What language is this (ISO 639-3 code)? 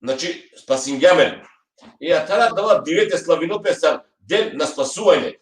rmn